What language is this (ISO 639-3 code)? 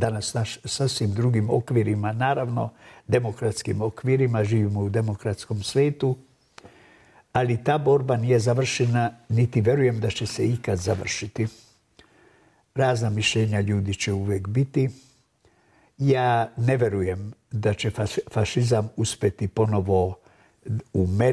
srp